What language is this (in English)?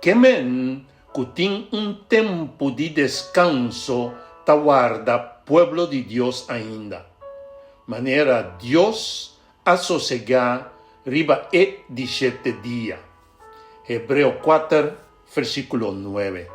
Papiamento